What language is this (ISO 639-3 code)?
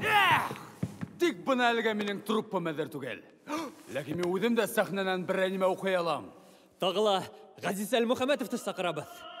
bak